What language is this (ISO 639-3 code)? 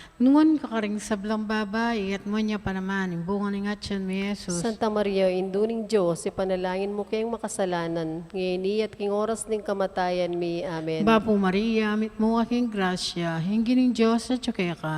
pam